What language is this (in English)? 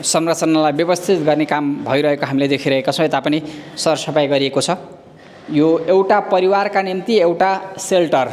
Nepali